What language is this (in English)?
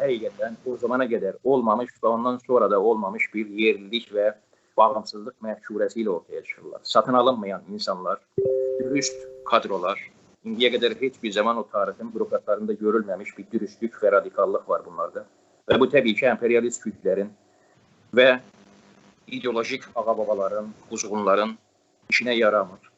South Azerbaijani